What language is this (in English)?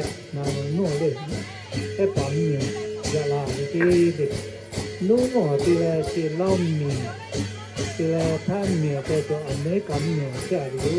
Lahu